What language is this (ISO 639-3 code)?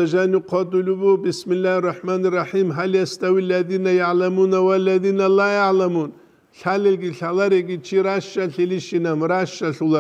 ava